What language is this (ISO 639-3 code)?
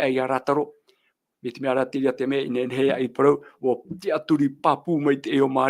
tah